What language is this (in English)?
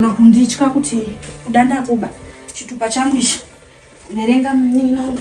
Shona